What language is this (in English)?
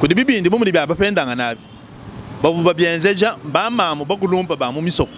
Luba-Lulua